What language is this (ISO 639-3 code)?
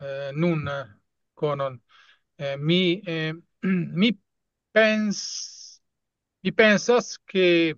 epo